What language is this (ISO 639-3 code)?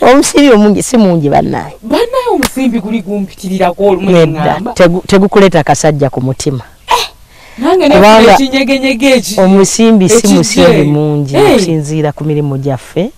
lug